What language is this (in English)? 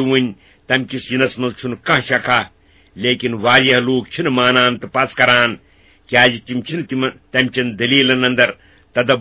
Kashmiri